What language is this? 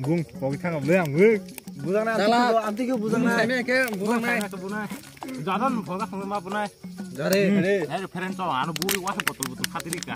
Kok Borok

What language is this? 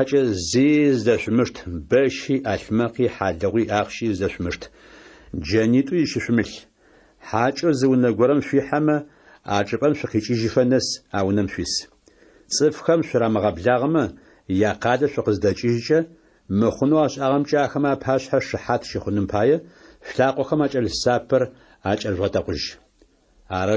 Adyghe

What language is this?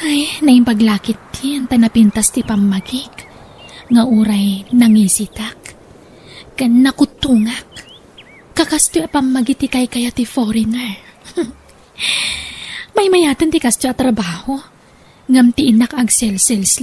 Iloko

